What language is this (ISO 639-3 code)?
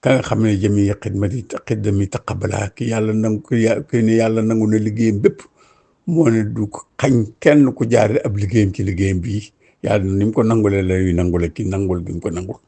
wol